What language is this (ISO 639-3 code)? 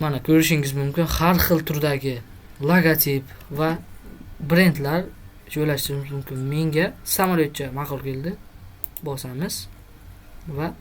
uzb